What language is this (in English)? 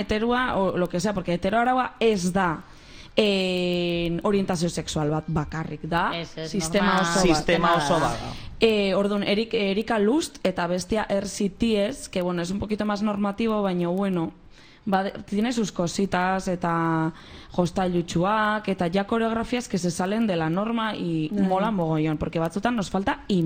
Basque